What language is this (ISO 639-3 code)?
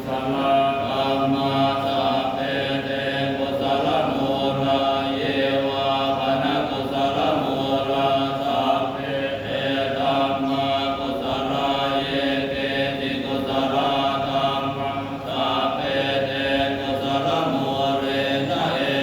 pli